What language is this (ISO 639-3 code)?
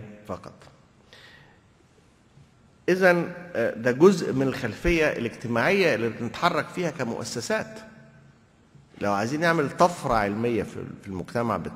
arz